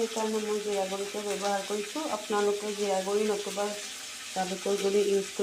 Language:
Assamese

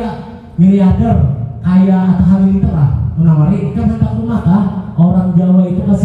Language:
Banjar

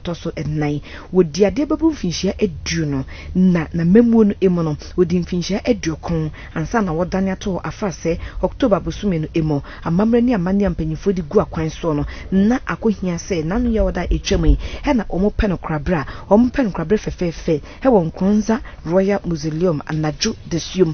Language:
Akan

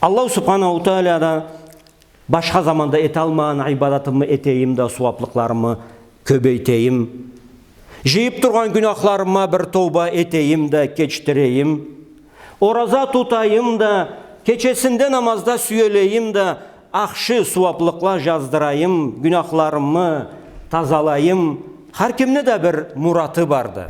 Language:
Karachay-Balkar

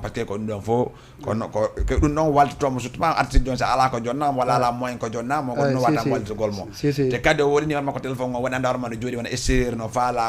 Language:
Fula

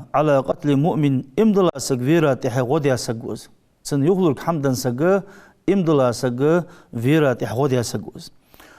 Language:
Ingush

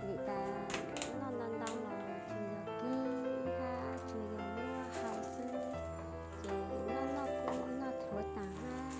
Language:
Hmong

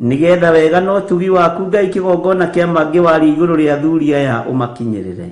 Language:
Kikuyu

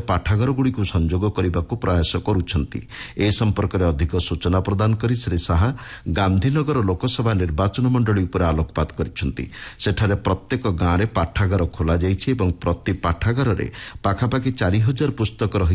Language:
Odia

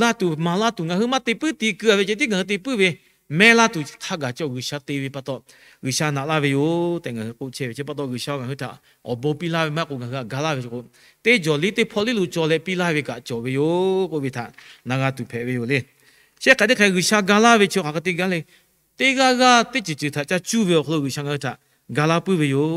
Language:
Lahu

